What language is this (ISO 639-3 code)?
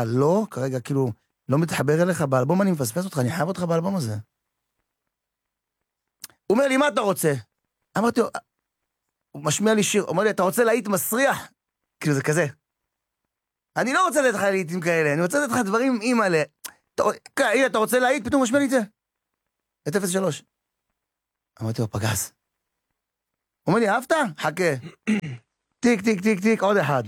heb